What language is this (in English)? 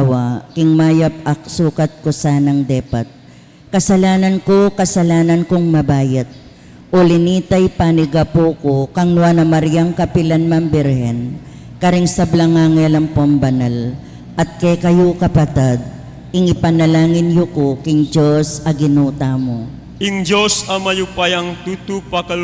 Pampanga